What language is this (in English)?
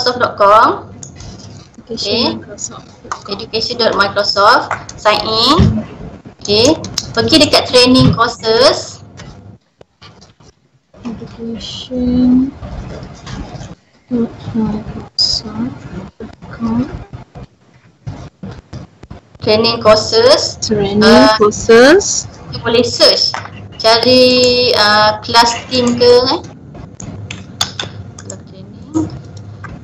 Malay